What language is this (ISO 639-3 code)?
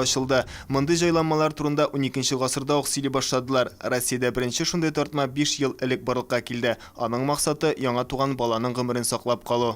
tat